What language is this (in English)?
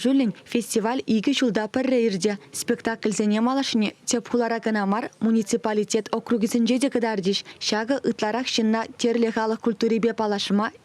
Chuvash